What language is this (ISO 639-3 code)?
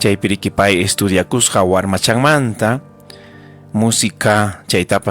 quy